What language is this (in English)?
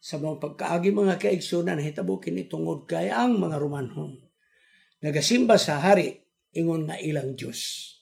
Cebuano